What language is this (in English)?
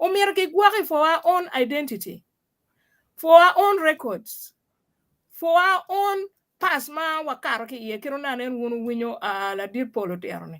Acoli